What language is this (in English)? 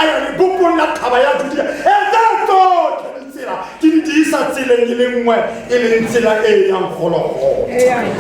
Tswana